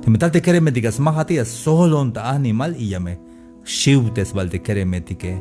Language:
Tzeltal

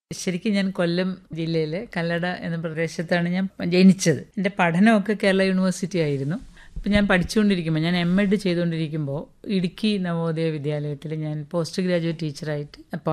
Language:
Malayalam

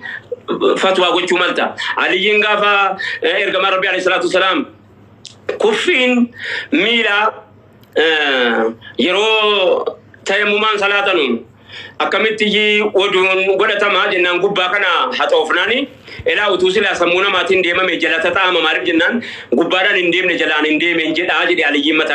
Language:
Oromo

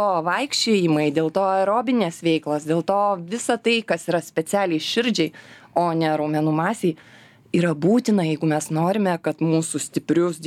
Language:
Lithuanian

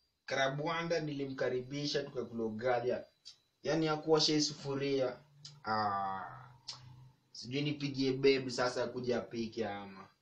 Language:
Swahili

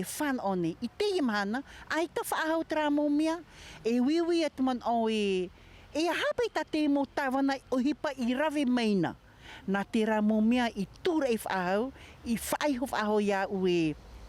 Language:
Tahitian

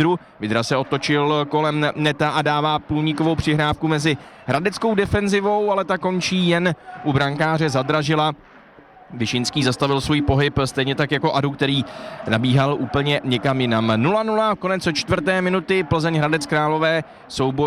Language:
Czech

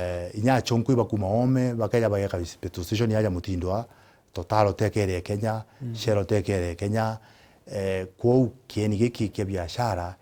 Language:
Meru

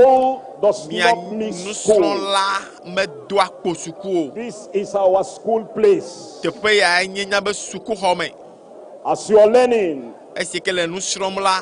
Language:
Ewe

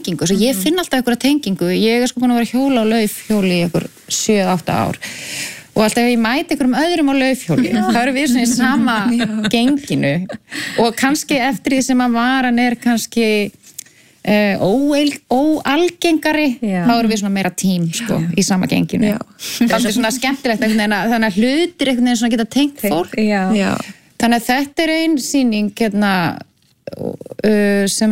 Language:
Icelandic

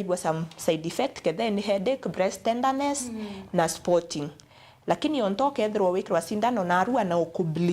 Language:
Meru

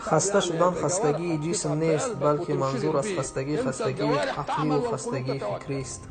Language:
Tajik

